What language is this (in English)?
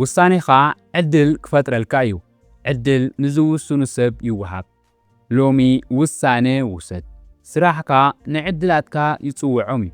Tigrinya